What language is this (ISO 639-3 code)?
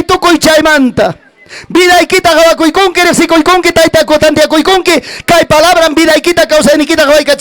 quy